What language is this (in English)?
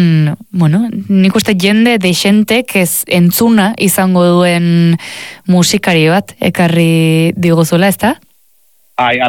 Basque